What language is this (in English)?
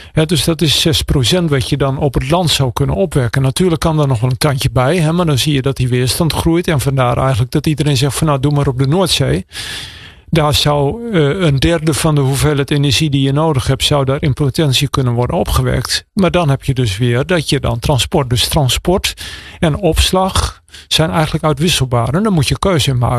Dutch